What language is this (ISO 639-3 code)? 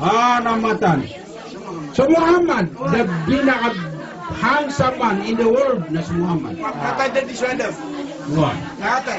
mrw